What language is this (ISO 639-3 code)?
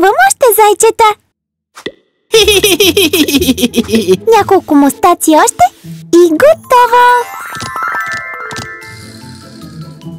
bul